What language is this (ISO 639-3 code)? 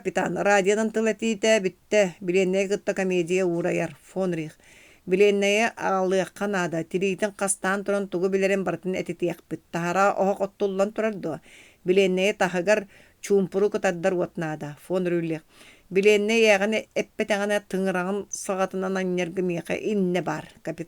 sah